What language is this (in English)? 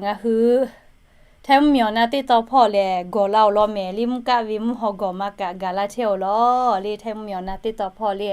Lahu